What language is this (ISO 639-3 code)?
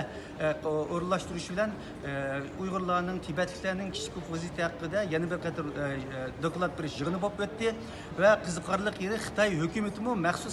uig